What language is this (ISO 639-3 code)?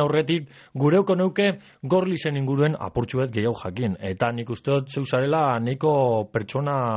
eus